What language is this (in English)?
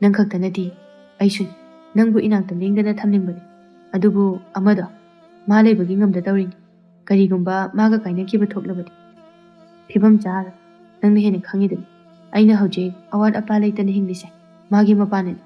Manipuri